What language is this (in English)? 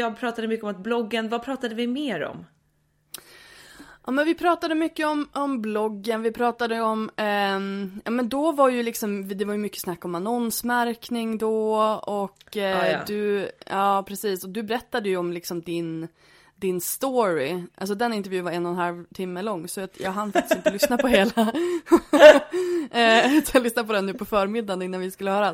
Swedish